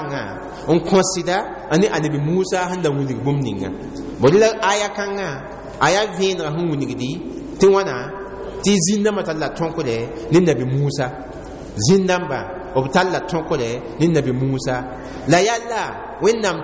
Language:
Mossi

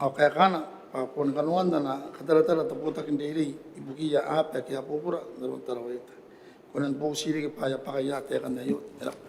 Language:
Gilbertese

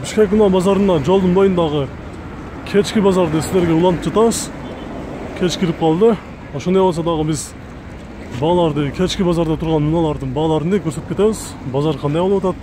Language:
Kyrgyz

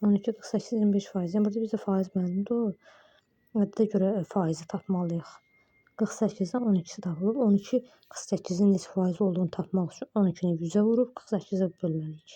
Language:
Azerbaijani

